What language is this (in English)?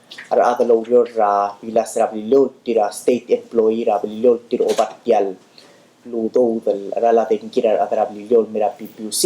Palauan